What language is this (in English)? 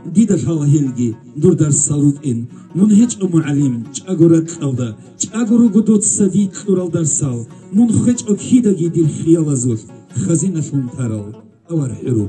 Avaric